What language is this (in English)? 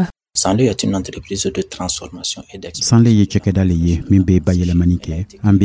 Dyula